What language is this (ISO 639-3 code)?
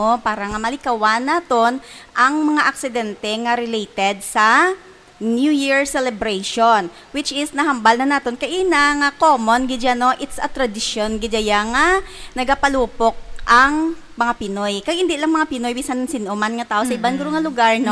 hil